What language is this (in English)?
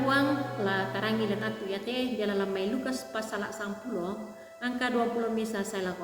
Toraja-Sa'dan